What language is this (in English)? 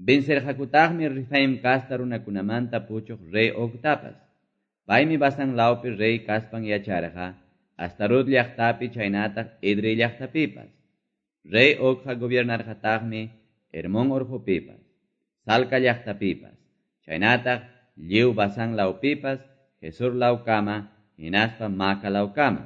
Quechua